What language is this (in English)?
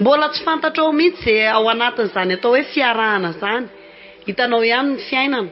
Malagasy